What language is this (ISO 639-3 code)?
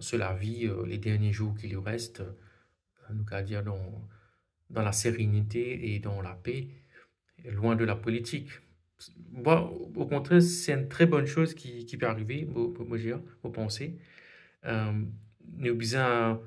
mfe